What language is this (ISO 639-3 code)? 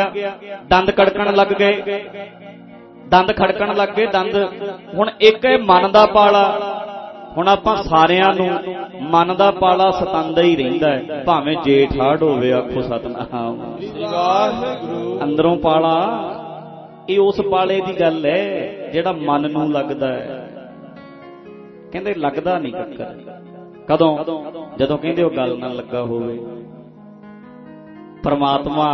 pan